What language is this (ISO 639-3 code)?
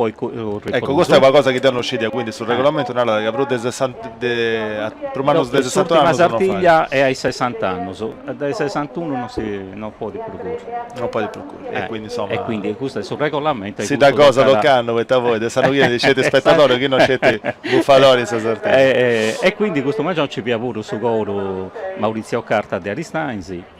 srd